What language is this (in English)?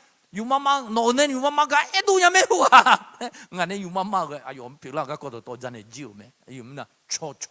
Akha